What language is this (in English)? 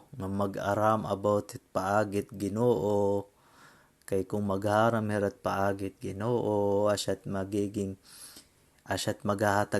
Waray